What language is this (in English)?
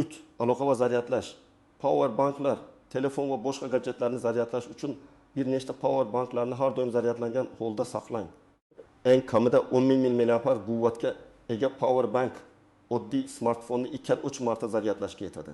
Uzbek